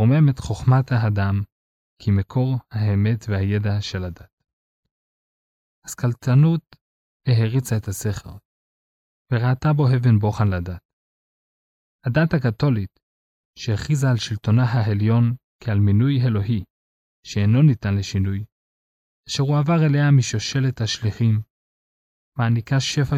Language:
Hebrew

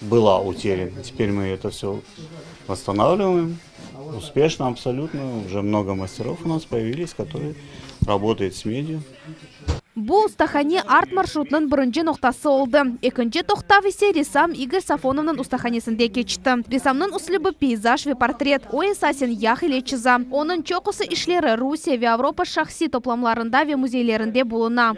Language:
Crimean Tatar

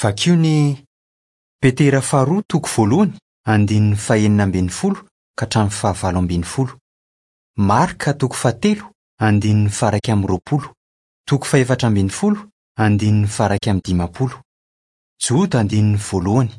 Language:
Malagasy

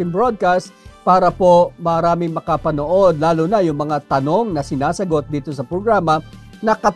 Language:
Filipino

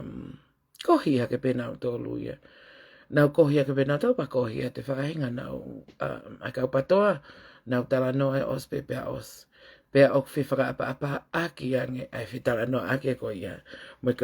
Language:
Tongan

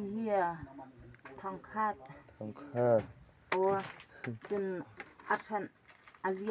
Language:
Hakha Chin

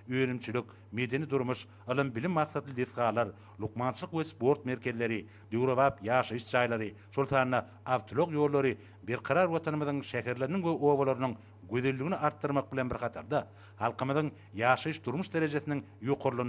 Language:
Turkmen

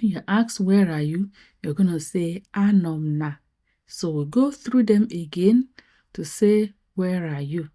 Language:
Igbo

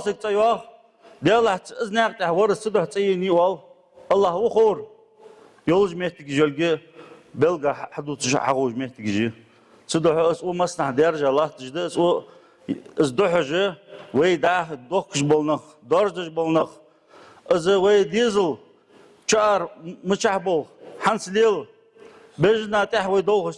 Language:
Ingush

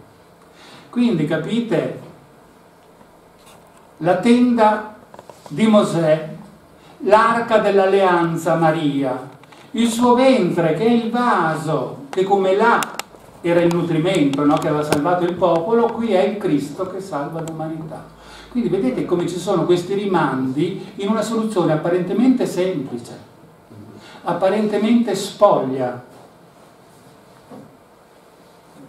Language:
Italian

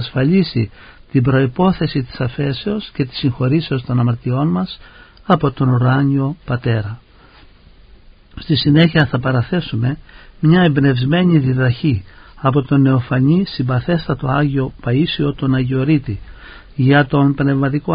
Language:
Greek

